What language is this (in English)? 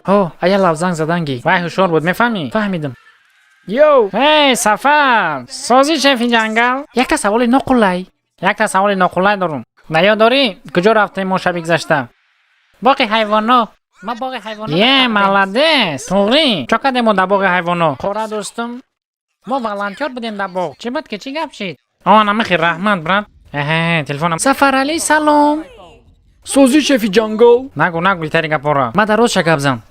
Tajik